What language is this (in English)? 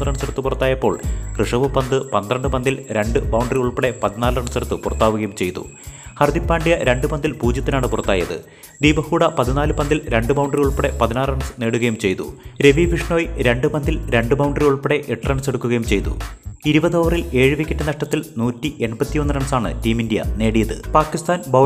Malayalam